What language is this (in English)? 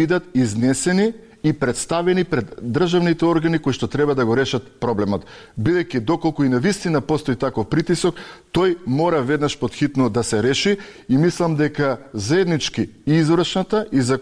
Macedonian